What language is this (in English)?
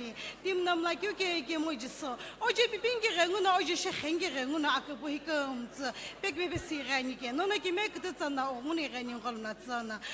Sumi Naga